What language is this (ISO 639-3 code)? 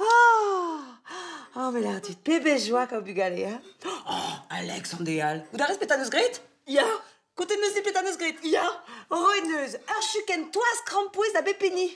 bre